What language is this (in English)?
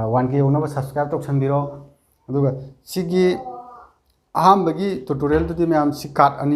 Manipuri